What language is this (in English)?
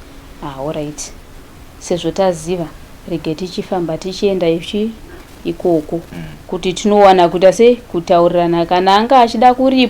Shona